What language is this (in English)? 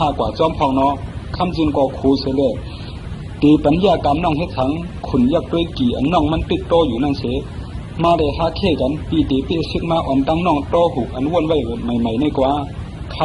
Shan